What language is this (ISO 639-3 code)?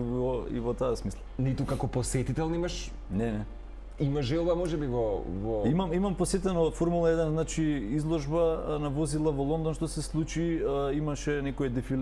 mkd